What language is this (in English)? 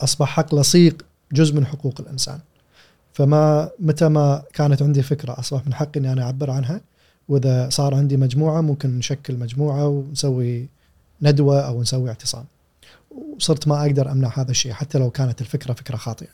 Gulf Arabic